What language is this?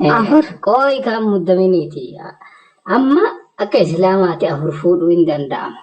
Oromo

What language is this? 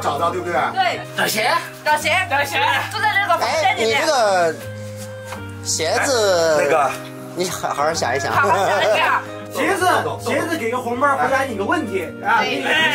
Chinese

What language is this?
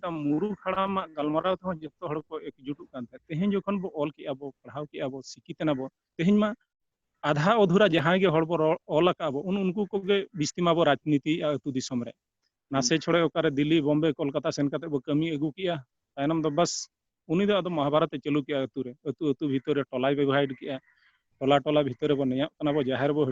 Santali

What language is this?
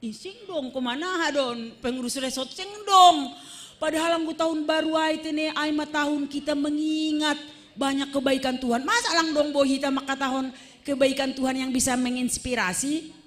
Batak Simalungun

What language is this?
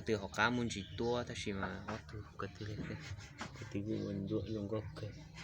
Hmong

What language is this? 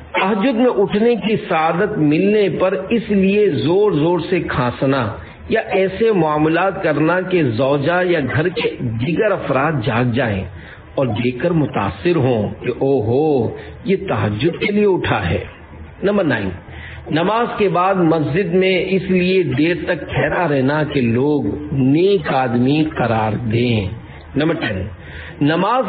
Urdu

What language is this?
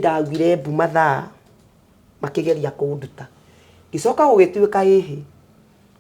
Kikuyu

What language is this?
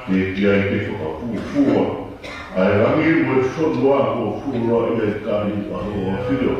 Tongan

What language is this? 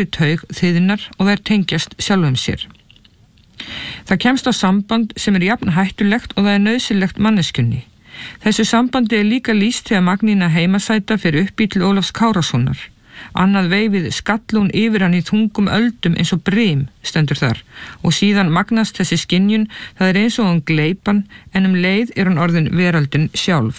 Icelandic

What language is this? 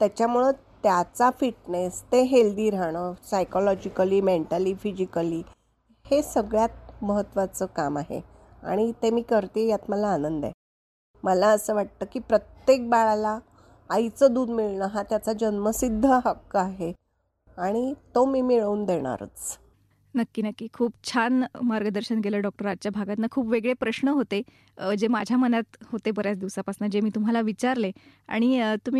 Marathi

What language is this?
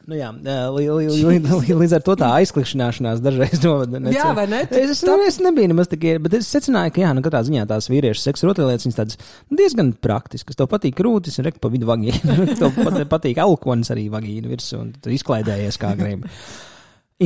Latvian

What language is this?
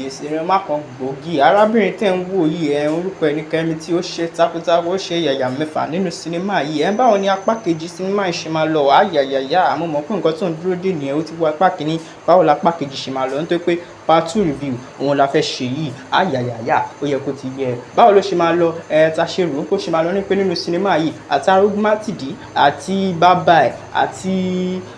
Yoruba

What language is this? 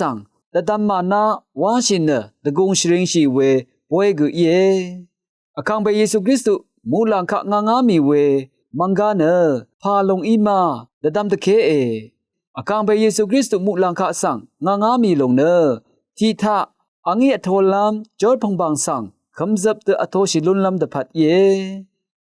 Rawang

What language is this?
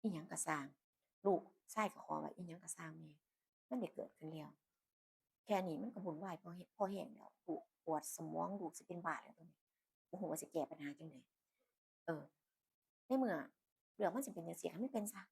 Northeastern Thai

